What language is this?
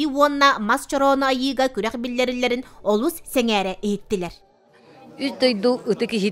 Yakut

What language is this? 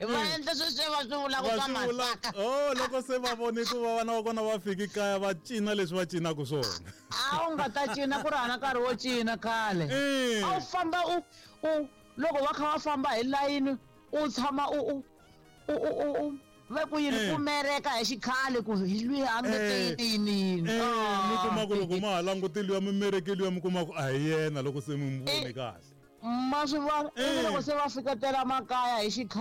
Tsonga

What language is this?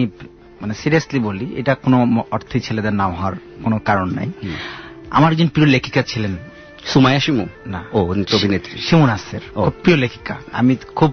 Bangla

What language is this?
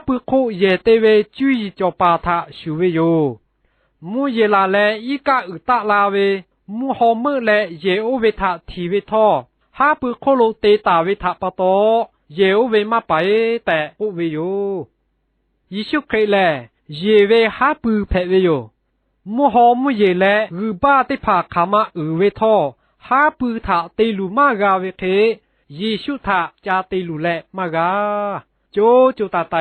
Lahu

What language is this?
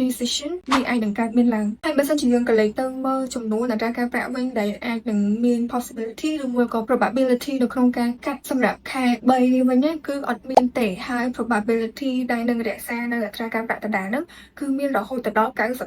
Khmer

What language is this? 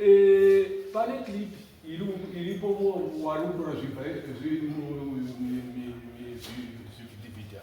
Shona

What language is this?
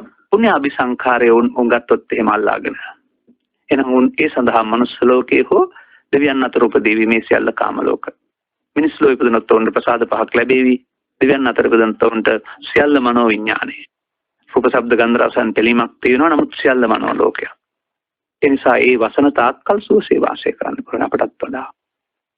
Sinhala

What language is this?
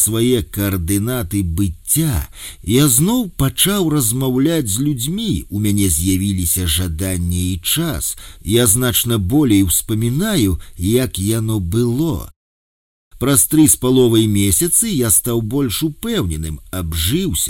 Belarusian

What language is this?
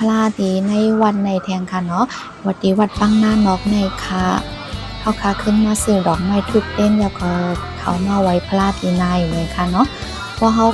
Shan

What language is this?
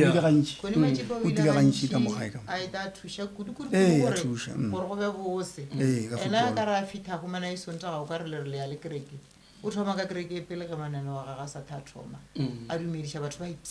Northern Sotho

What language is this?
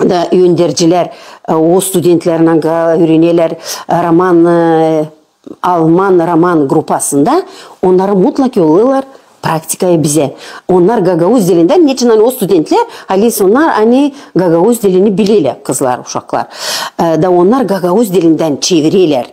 Gagauz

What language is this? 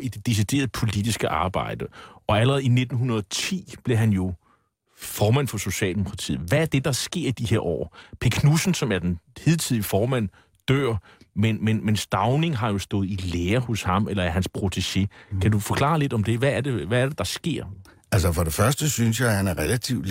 Danish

